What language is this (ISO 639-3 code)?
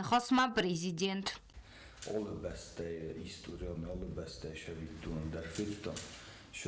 oss